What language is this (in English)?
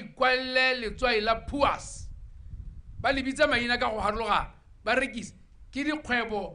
Tswana